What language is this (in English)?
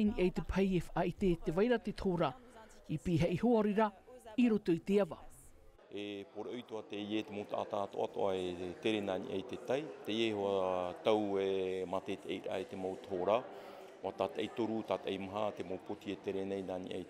Tahitian